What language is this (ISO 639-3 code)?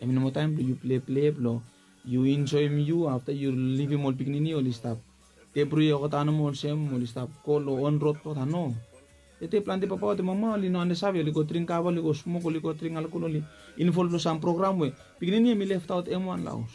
bis